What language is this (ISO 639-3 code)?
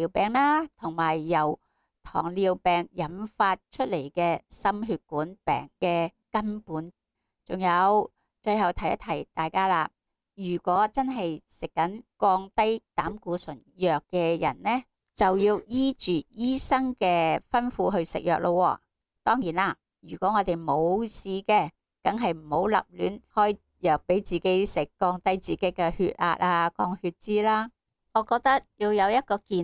yue